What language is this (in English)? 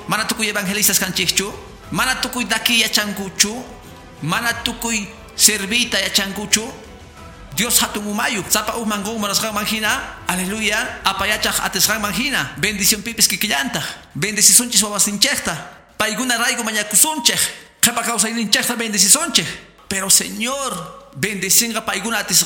Quechua